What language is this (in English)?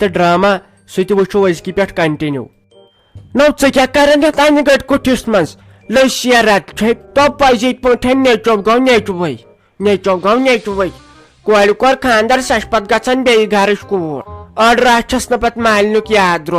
Kashmiri